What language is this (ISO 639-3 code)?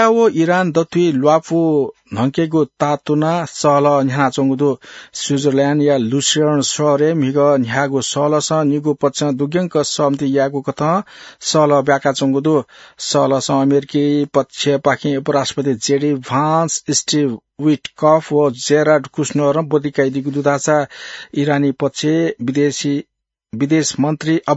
new